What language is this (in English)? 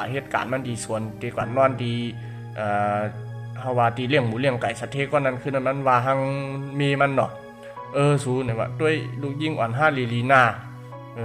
Shan